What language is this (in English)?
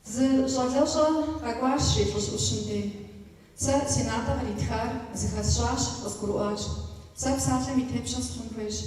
Kabardian